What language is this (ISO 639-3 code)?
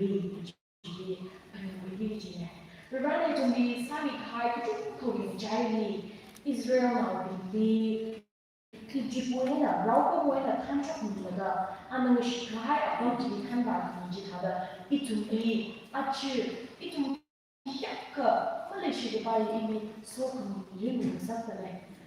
nmf